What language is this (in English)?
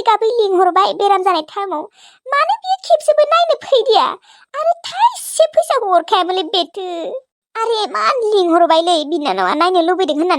Bodo